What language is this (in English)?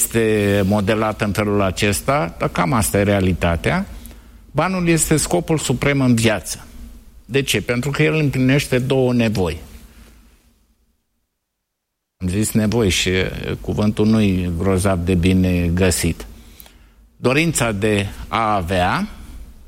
Romanian